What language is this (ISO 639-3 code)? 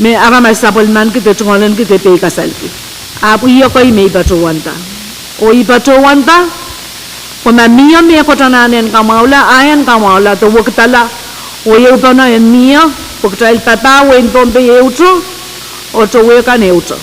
pon